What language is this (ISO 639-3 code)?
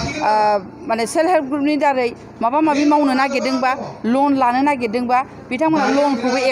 brx